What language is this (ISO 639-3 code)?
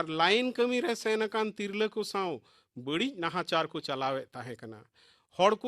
sat